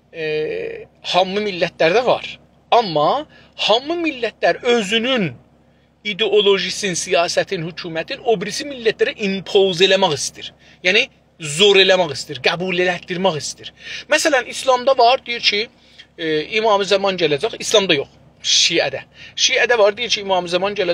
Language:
South Azerbaijani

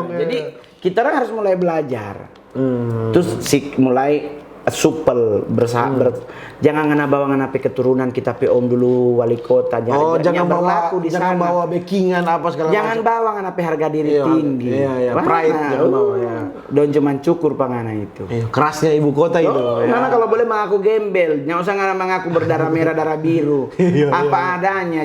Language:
Manado Malay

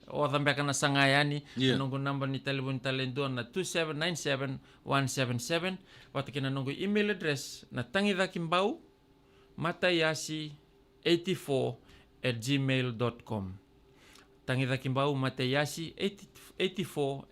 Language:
Fijian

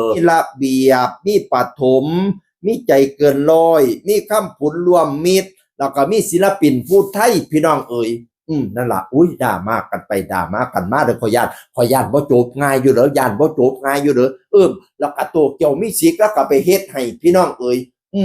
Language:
Northeastern Thai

